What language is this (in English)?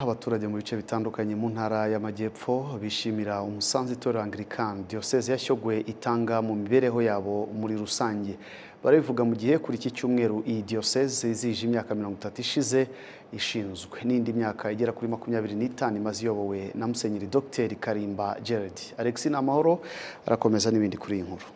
Kinyarwanda